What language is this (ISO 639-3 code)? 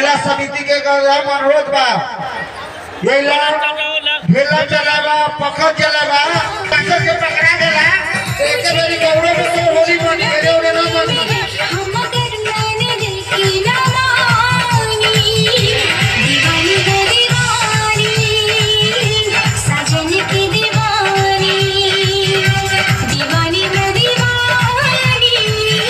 bho